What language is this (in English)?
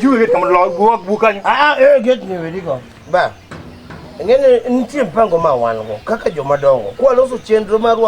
Luo (Kenya and Tanzania)